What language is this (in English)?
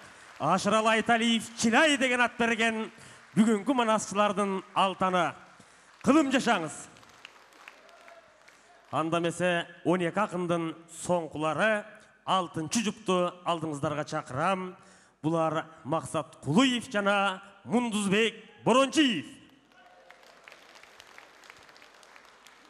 Kyrgyz